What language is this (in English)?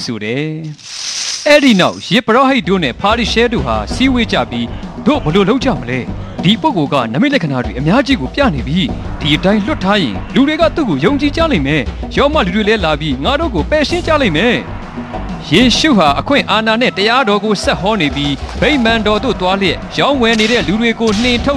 Burmese